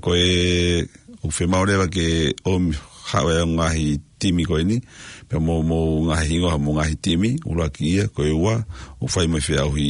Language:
Tongan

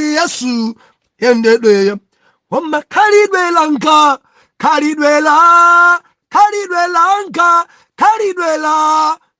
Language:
Nyanja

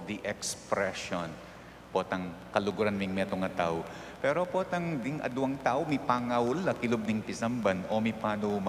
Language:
Pampanga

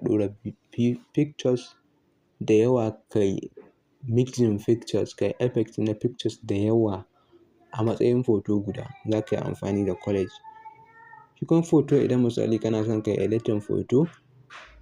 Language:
Hausa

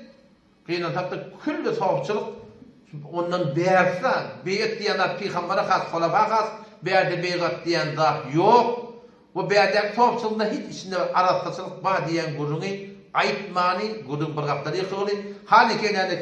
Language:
Turkmen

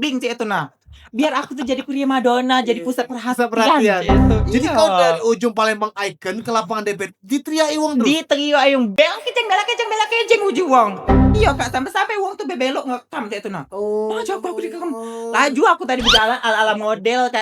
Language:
Musi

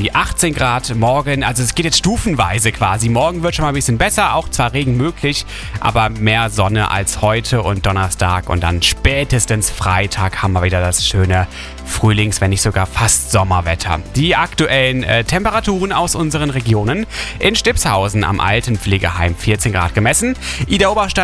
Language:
German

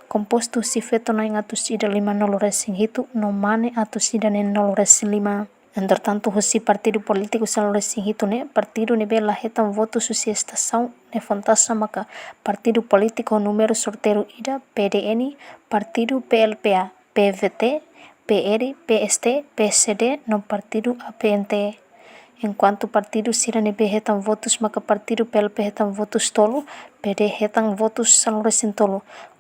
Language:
Tetum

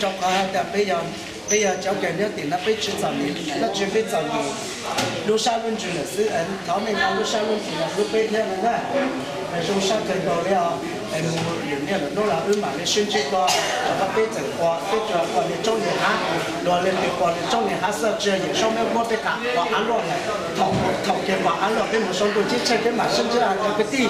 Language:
Hmong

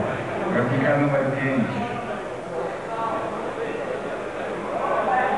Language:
Polish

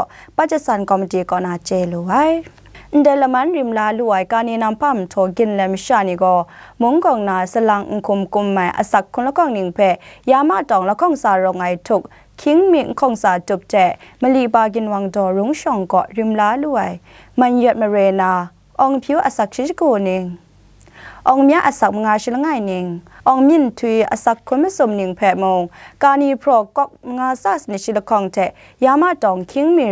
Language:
Kachin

